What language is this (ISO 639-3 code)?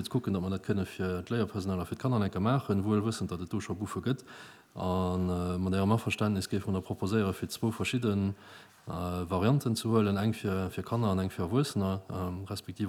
ltz